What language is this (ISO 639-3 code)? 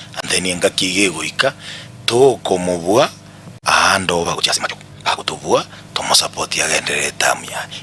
guz